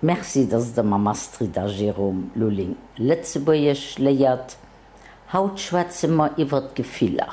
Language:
Luxembourgish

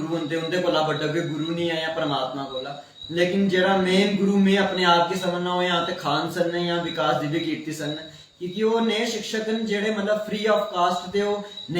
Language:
Dogri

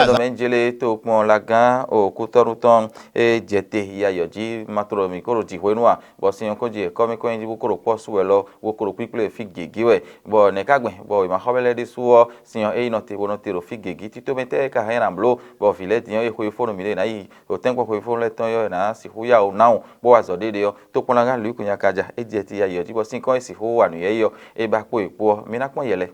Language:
Fon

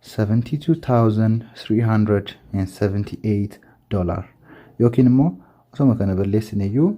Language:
Oromo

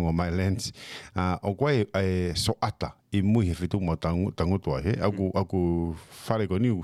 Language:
Tongan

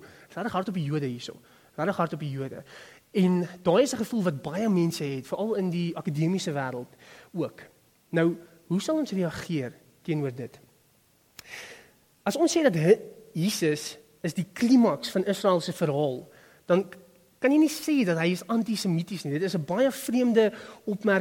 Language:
Afrikaans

